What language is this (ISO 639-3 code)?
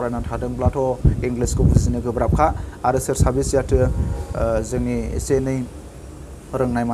brx